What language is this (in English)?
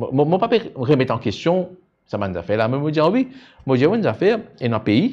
Morisyen